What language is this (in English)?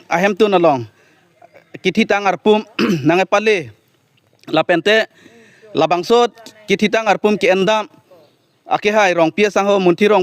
Karbi